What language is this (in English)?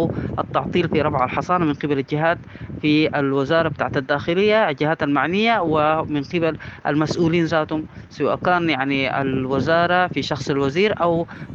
Sudanese Arabic